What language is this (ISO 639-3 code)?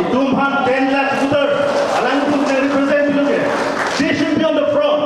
mjw